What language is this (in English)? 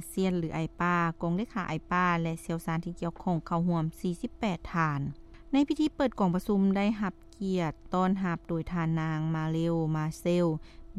Lao